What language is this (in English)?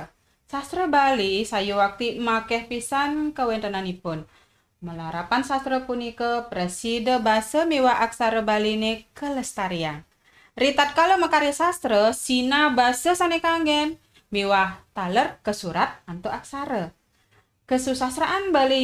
Balinese